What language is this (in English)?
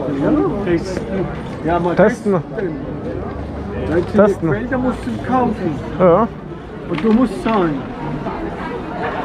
German